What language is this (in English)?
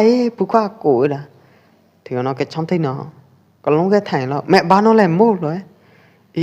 Pwo Eastern Karen